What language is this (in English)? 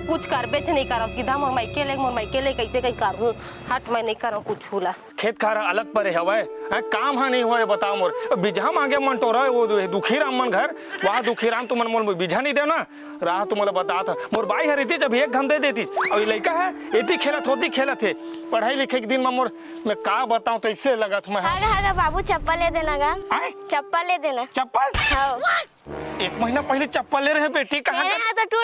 Chhattisgarhi